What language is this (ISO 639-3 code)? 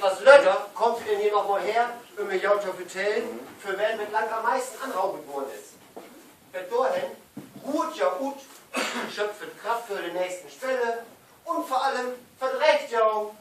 nds